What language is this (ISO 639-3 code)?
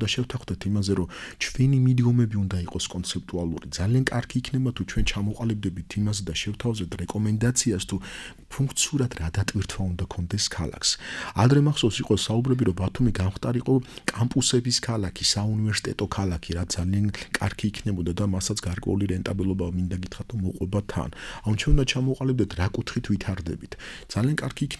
kat